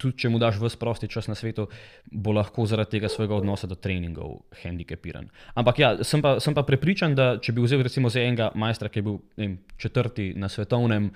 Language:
Slovenian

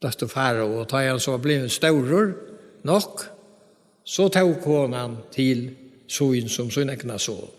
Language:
Faroese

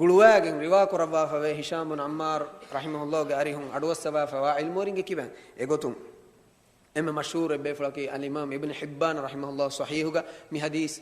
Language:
Divehi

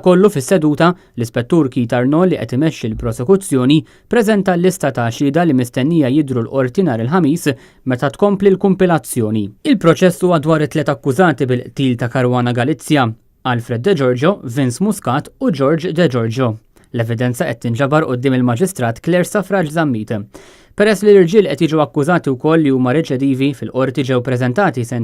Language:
Maltese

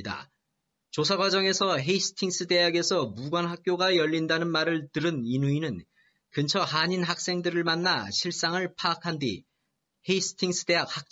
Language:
Korean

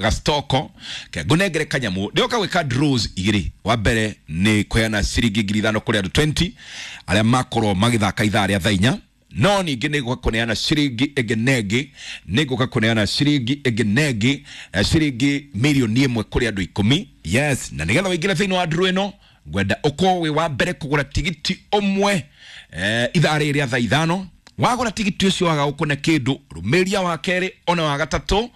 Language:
Kikuyu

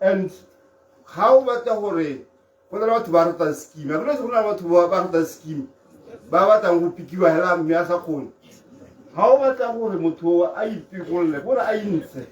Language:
Tswana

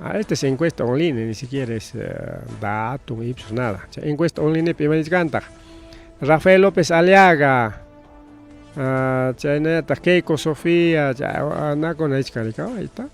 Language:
Ayacucho Quechua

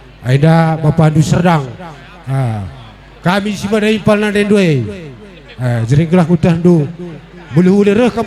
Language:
Batak Karo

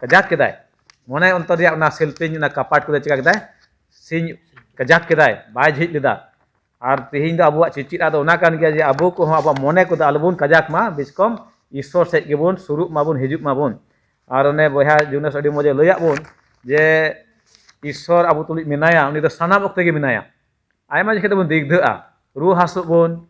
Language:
Santali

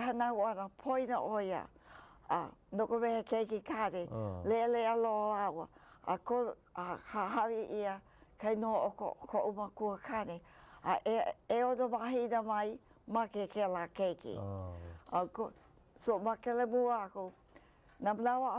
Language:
Hawaiian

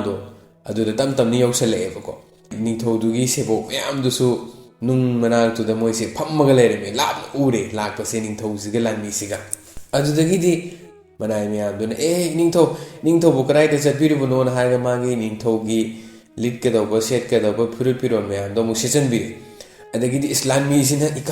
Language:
Manipuri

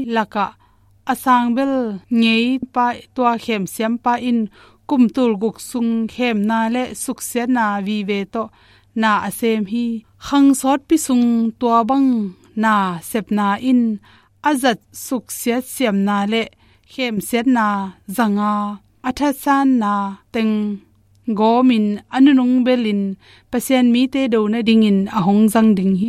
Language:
Tedim Chin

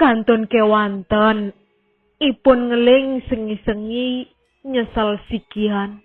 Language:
Balinese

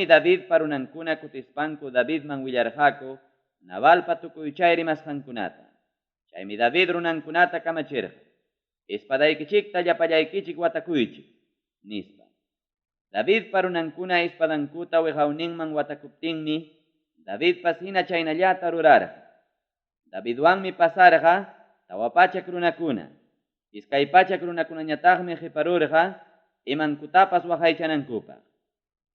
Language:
Ayacucho Quechua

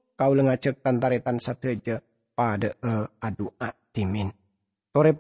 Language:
Madurese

